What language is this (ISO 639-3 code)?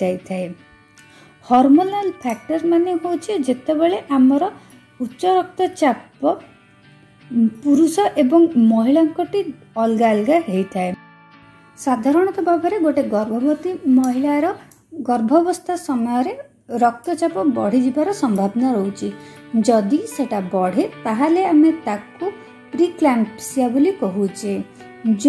ori